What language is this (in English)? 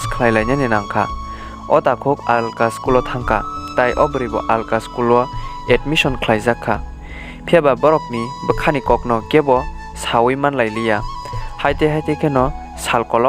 Kok Borok